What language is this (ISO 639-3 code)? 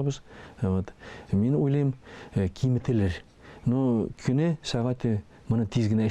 tat